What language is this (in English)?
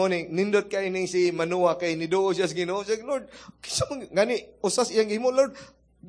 Cebuano